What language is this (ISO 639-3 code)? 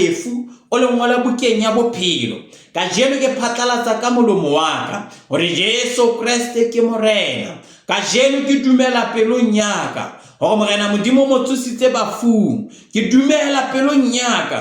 sot